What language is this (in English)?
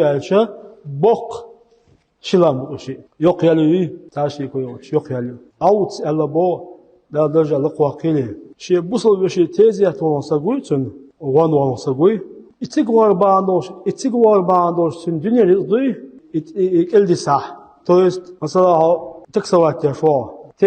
Chechen